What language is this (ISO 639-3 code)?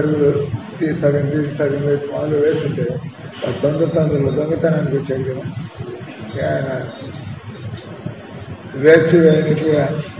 tel